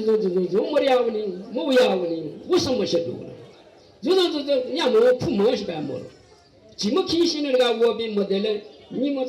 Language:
Newari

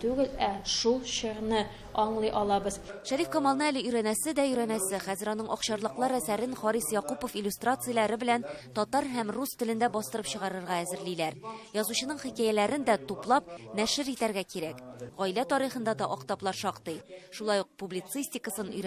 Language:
Tatar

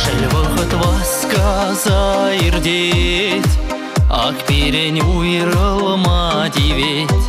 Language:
Chuvash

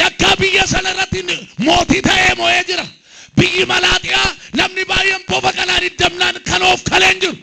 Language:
Oromo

